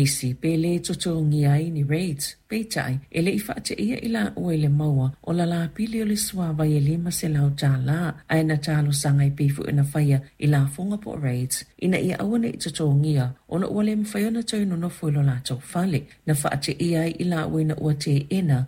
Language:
Samoan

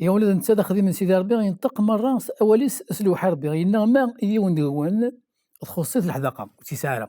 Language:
Kabyle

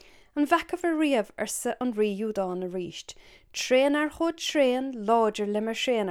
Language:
Irish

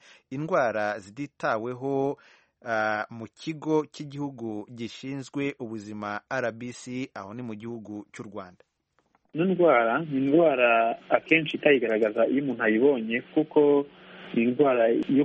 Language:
Kinyarwanda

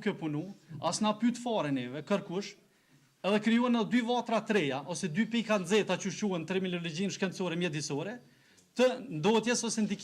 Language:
Albanian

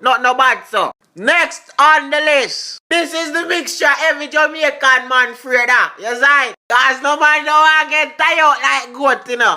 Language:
Jamaican Creole English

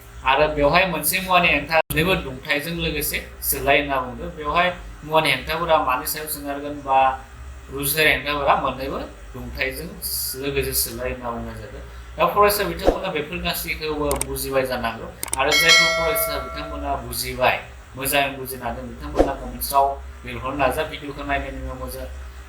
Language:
Bodo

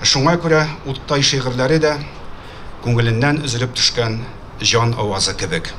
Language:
Tatar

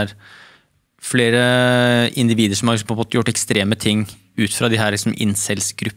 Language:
Norwegian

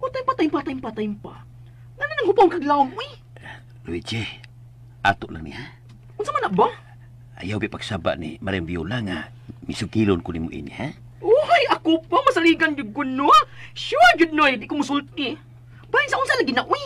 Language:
Cebuano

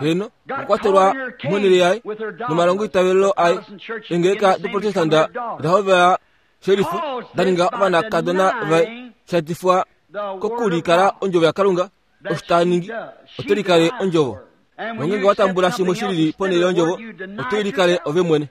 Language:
Kuanyama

